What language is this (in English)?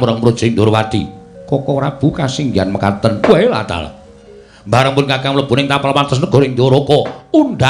Javanese